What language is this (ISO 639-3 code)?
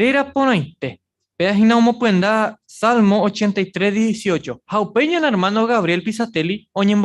grn